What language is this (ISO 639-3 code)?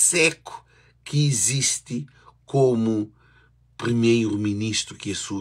kea